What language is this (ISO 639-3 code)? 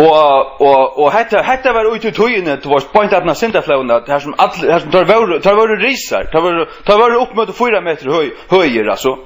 fao